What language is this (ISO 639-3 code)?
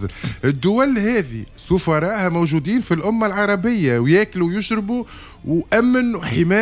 aeb